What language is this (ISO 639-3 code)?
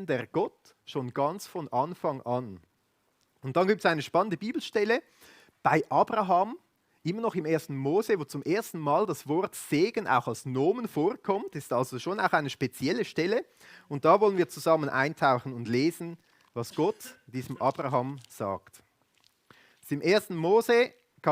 gsw